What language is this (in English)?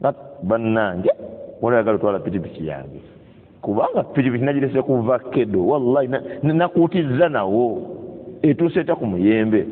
Ganda